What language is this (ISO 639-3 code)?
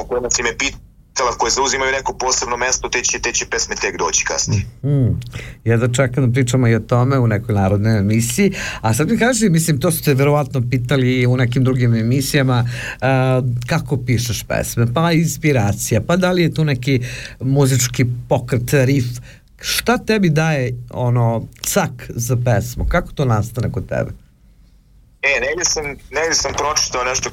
srp